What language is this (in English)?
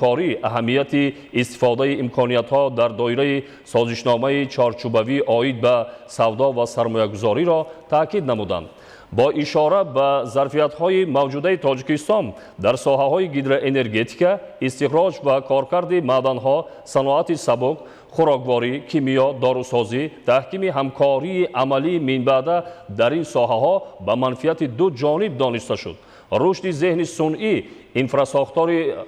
Tajik